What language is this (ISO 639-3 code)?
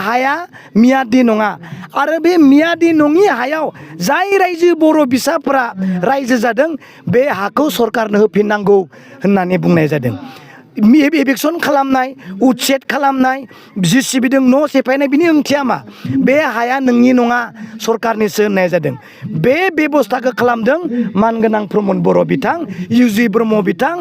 brx